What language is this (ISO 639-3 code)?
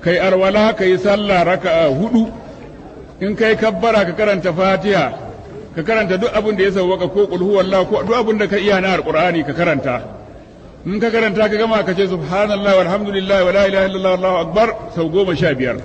hau